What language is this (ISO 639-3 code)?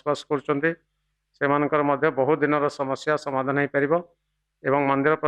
ori